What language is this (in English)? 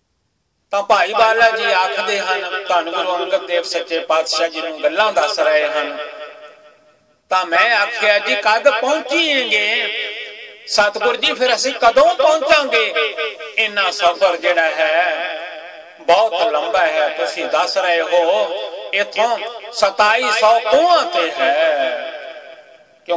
Punjabi